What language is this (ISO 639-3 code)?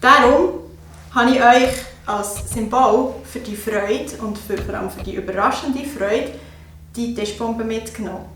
gsw